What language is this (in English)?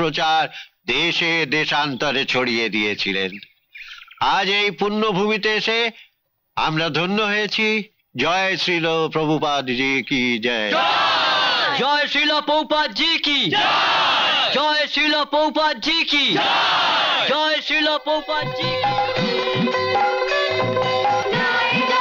Bangla